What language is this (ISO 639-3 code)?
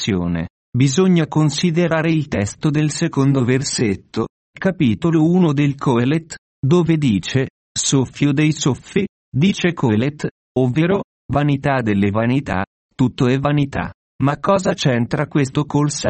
ita